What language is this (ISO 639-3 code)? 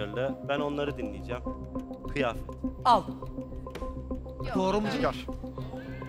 tur